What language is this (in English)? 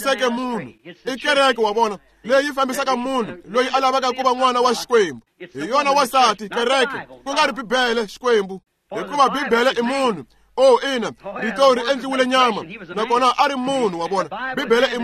Tsonga